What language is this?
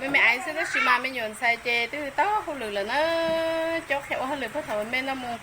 Hmong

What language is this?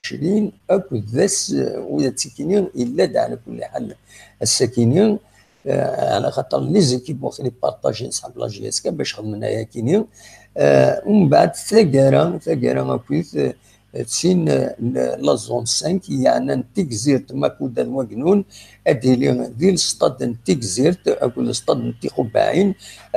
Kabyle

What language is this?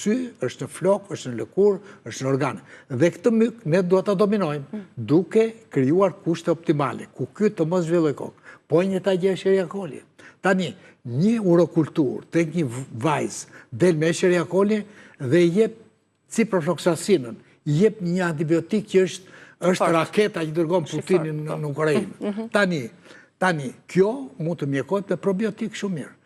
Albanian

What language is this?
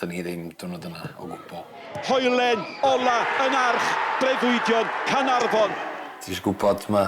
Welsh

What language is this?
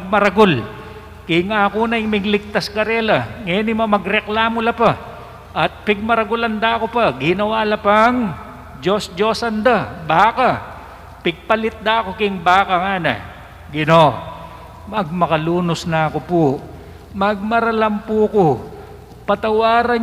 Pampanga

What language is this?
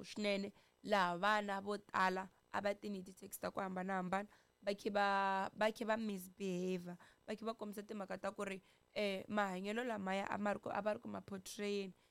Tsonga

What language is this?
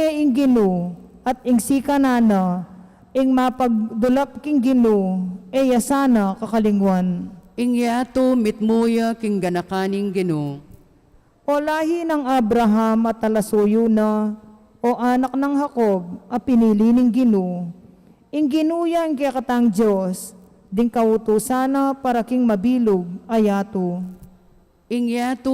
Pampanga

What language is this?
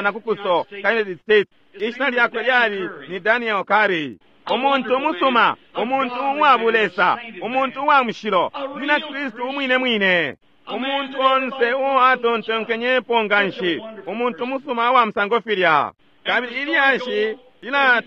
Bemba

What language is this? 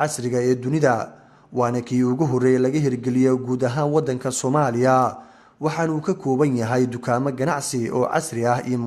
Somali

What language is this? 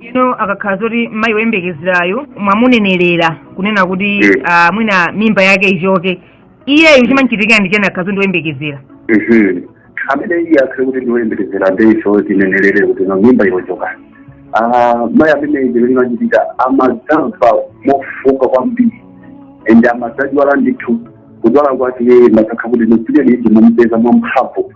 Nyanja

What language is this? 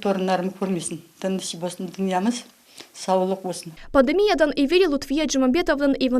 Crimean Tatar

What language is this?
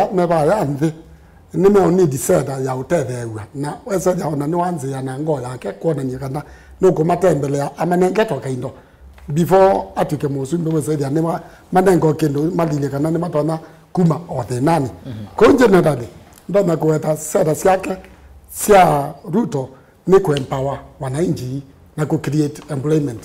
Kamba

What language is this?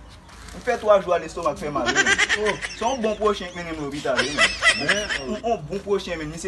Haitian Creole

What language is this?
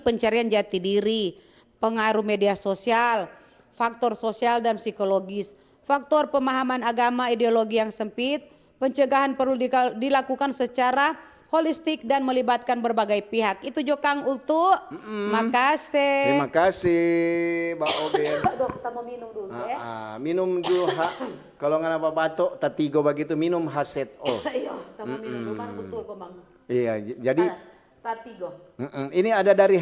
Manado Malay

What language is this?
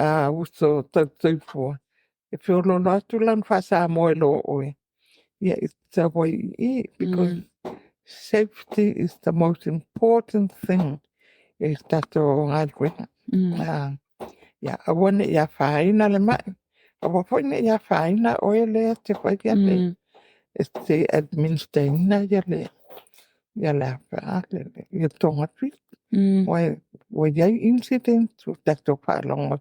Samoan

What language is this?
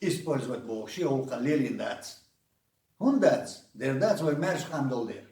Chechen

